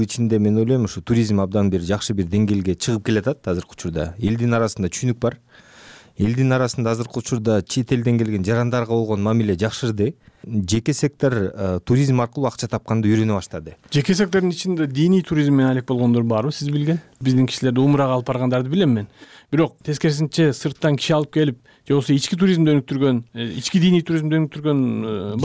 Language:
Kyrgyz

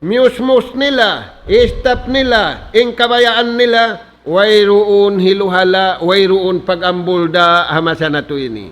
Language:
Tausug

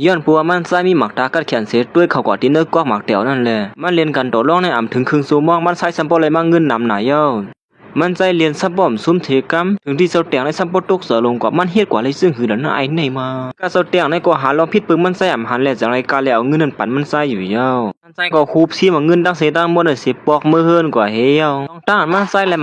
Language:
Shan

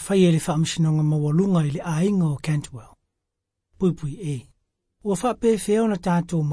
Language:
Samoan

